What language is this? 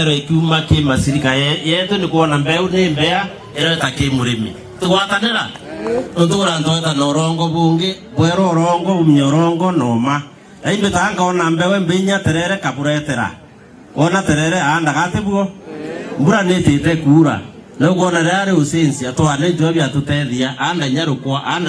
Meru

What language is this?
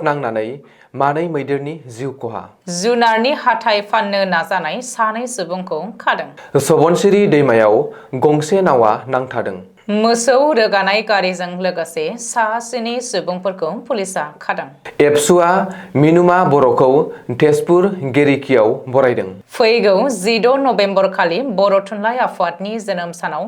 Bodo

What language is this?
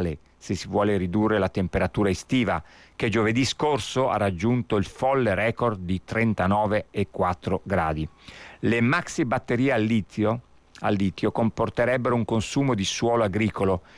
Italian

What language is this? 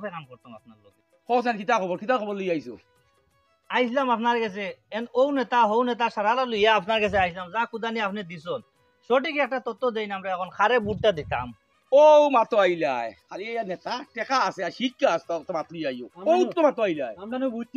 Sylheti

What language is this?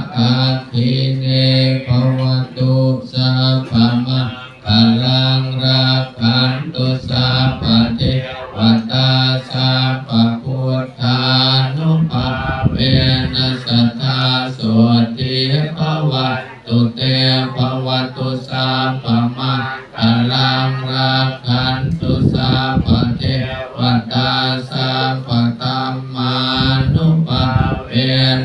Pali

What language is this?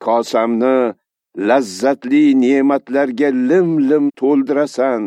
Uzbek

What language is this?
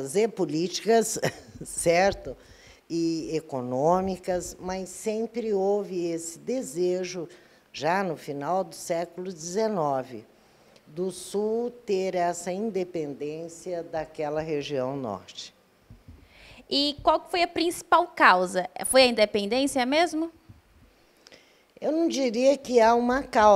Portuguese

